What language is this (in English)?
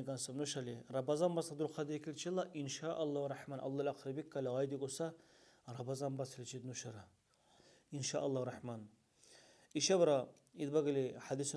Dargwa